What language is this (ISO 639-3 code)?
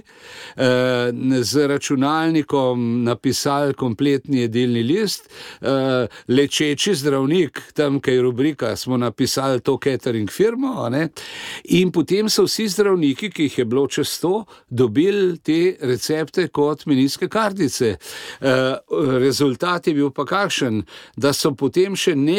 slv